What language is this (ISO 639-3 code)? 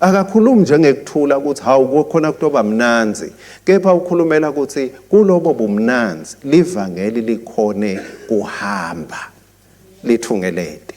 ssw